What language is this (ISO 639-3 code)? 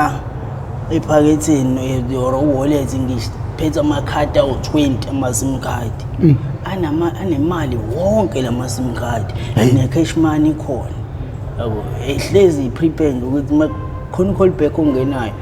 zul